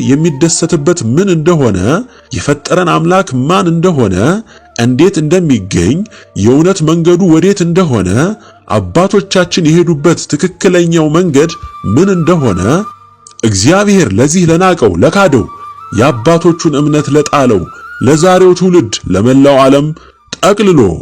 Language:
Amharic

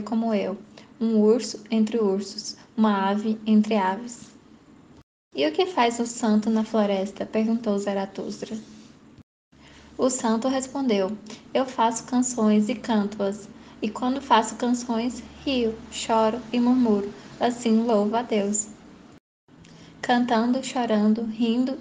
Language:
Portuguese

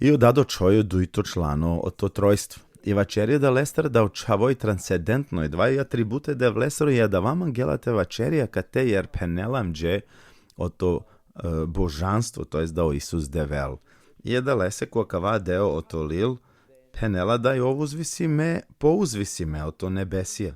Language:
Balkan Romani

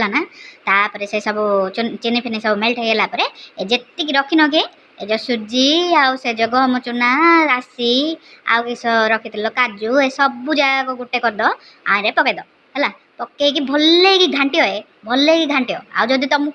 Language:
Odia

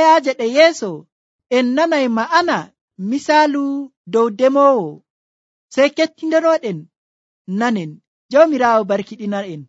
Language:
Nigerian Fulfulde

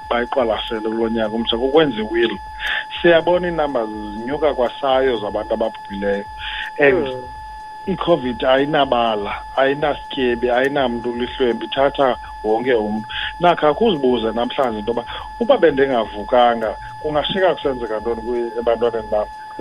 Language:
Xhosa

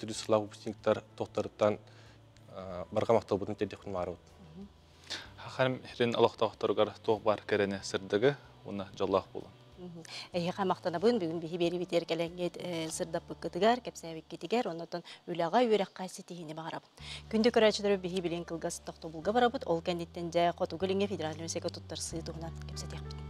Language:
Yakut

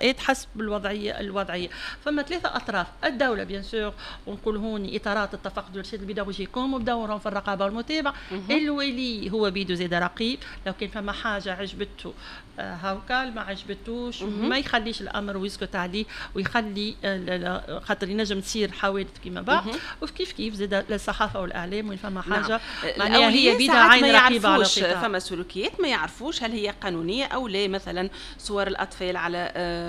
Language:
Tunisian Arabic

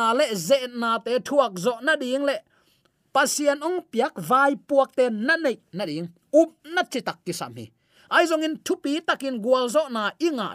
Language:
Tedim Chin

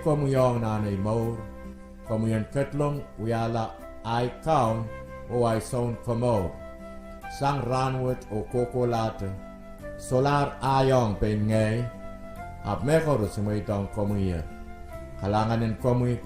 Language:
Pohnpeian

